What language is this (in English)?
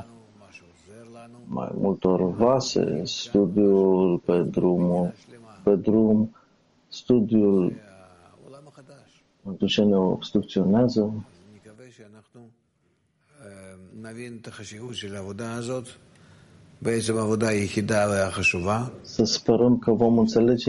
Romanian